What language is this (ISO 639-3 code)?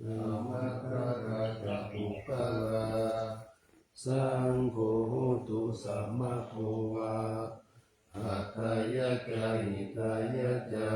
pli